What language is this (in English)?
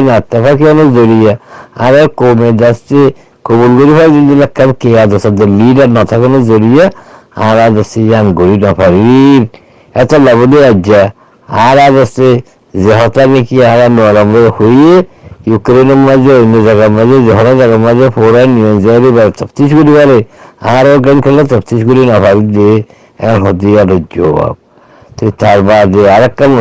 Rohingya